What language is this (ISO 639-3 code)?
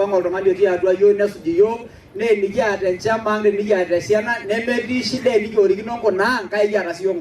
mas